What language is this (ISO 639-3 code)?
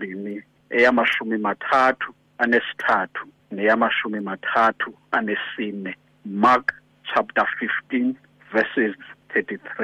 xho